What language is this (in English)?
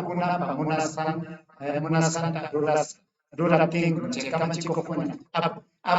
Ayacucho Quechua